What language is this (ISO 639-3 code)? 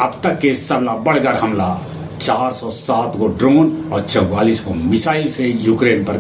mag